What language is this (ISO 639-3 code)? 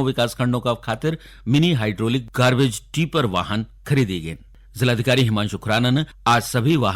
gbm